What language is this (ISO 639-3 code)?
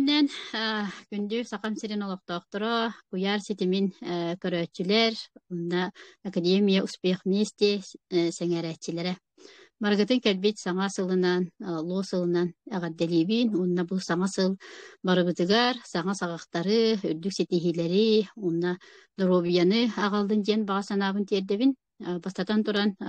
sah